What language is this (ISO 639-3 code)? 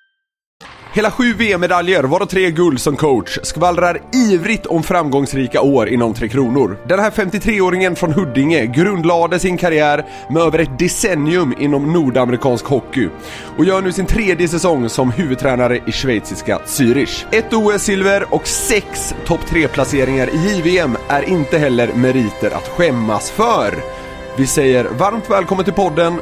swe